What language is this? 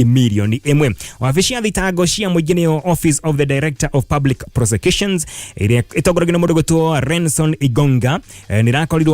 Kikuyu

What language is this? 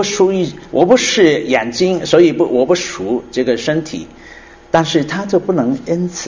Chinese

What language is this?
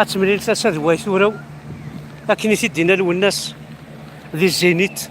Kabyle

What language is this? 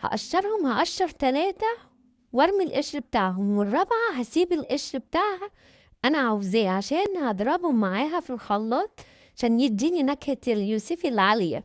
Egyptian Arabic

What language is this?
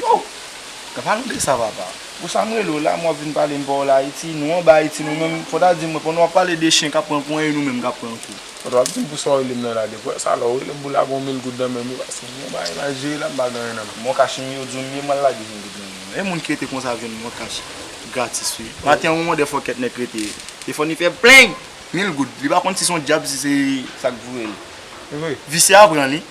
Haitian Creole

